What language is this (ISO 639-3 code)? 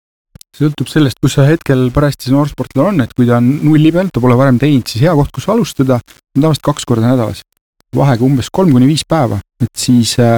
est